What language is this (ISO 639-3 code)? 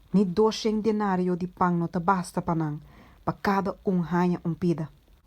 pap